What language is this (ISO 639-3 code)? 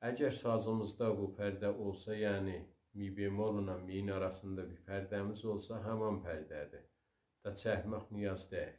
azb